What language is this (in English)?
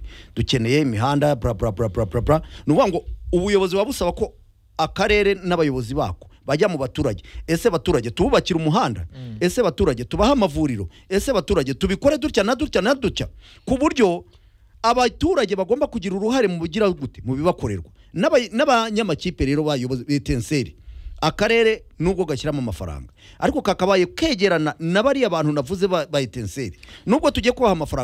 Kinyarwanda